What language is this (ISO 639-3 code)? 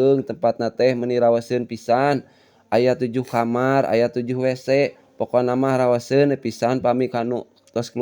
sun